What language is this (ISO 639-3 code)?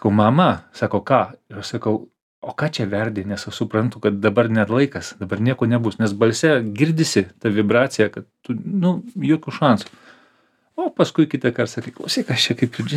lit